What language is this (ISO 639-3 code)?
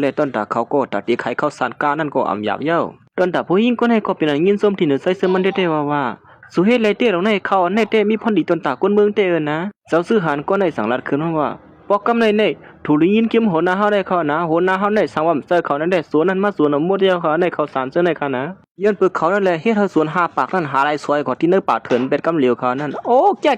shn